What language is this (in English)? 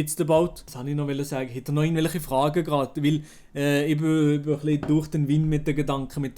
Swiss German